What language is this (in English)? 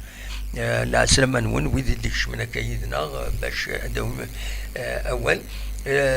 Kabyle